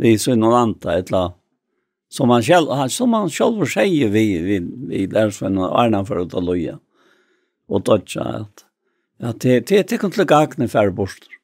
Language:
Faroese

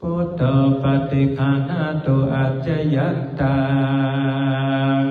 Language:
Pali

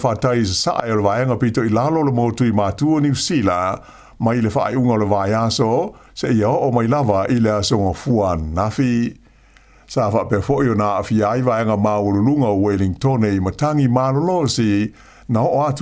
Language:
Samoan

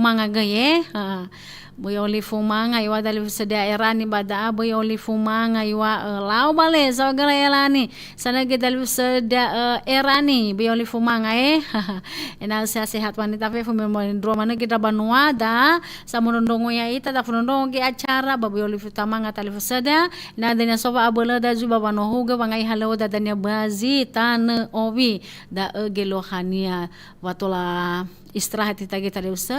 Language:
Nias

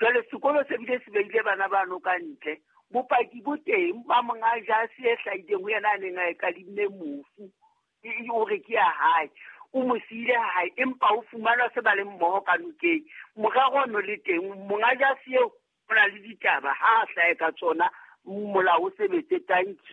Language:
Southern Sotho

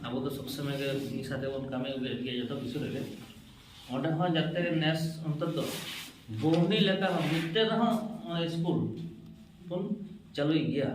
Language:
Santali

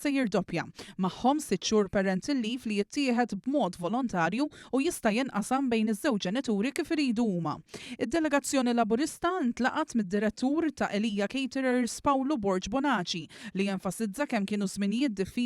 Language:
Maltese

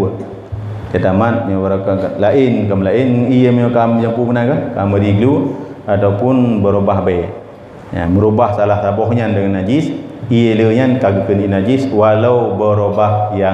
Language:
Achinese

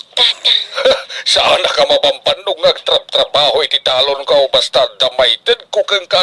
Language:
Iloko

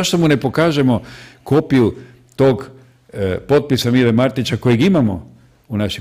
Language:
Croatian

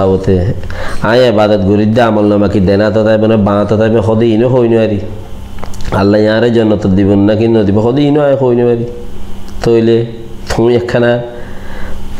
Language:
Rohingya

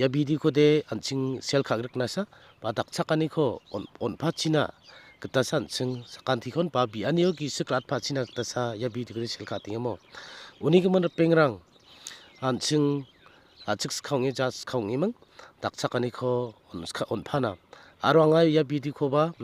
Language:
Garo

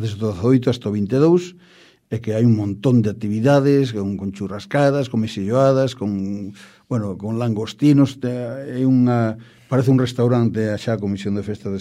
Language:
Galician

